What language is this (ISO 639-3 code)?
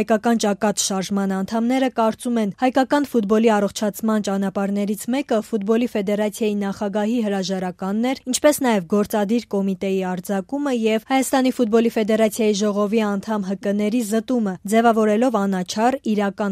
hye